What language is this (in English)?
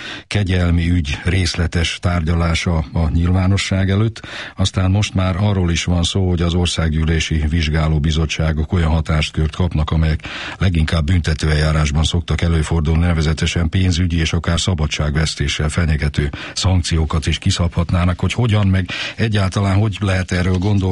Hungarian